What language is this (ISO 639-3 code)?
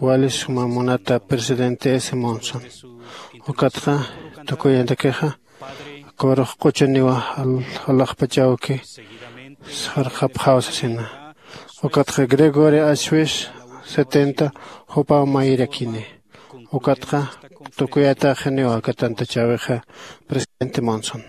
aym